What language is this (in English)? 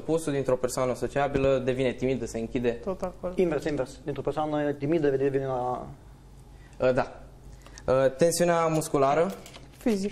Romanian